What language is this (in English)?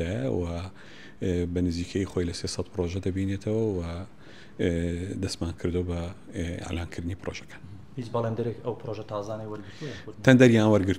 Central Kurdish